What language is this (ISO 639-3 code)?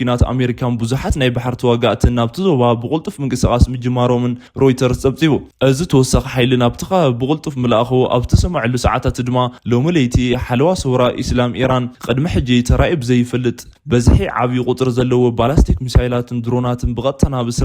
tir